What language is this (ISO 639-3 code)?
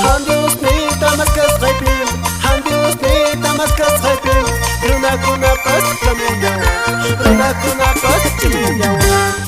que